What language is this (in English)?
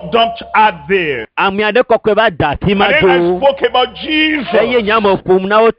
Ewe